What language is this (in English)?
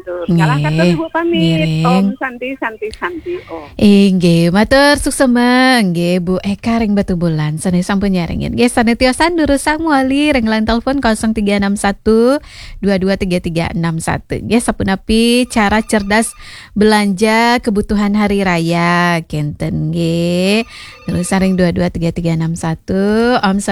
Balinese